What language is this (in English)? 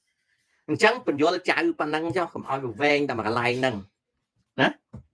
Khmer